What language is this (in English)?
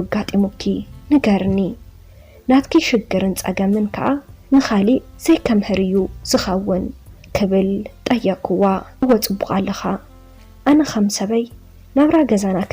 Tigrinya